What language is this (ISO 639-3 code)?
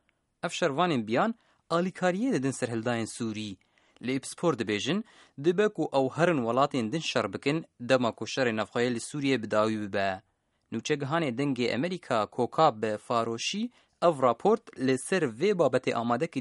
kur